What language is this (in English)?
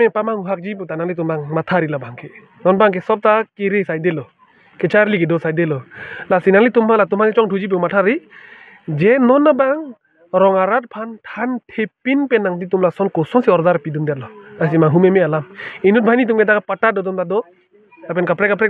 Karbi